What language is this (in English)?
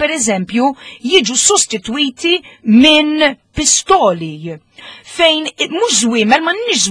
Maltese